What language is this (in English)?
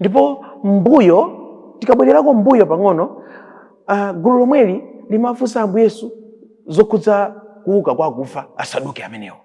Nyanja